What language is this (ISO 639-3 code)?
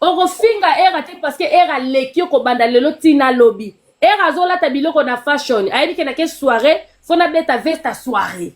lin